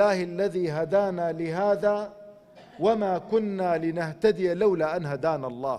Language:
Central Kurdish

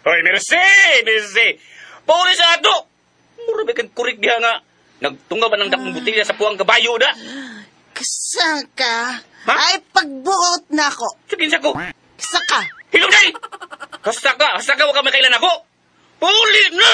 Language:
Cebuano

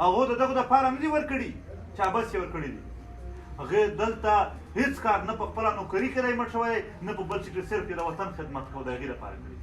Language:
Pashto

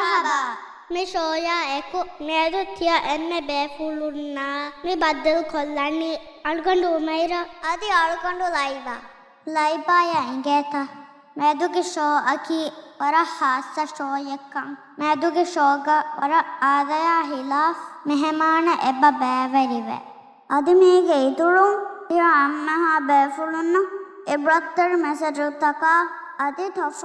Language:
Divehi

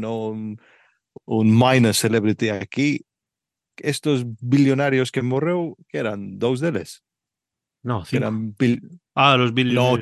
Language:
Galician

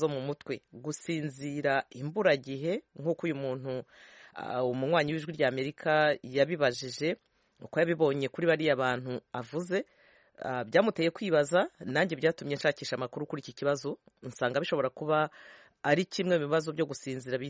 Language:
Kinyarwanda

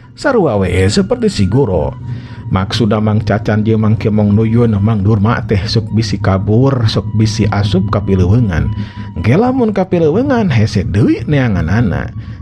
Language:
Sundanese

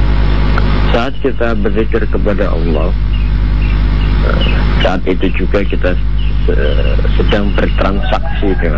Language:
Indonesian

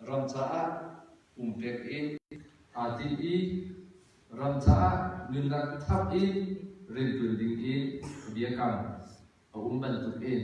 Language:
Hakha Chin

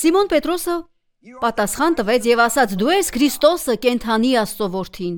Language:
Armenian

